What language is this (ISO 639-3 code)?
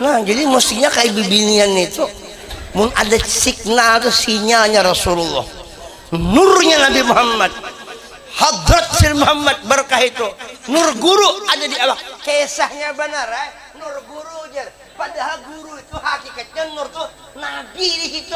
bjn